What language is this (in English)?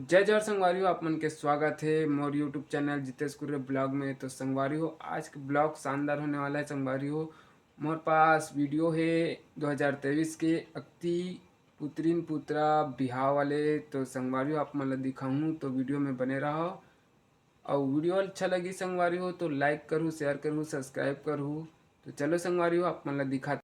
Chhattisgarhi